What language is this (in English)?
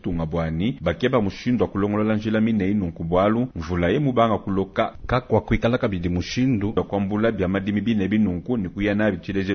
Luba-Lulua